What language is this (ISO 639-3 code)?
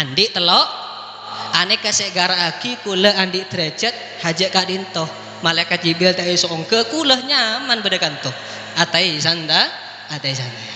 mad